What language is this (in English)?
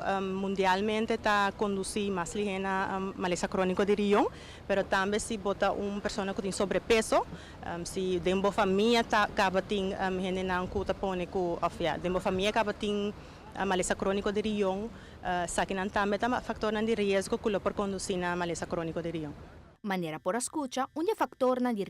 Papiamento